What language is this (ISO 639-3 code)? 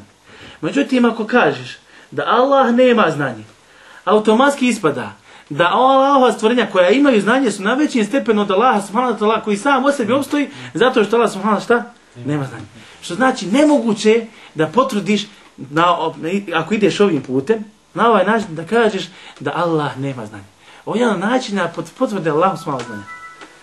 bos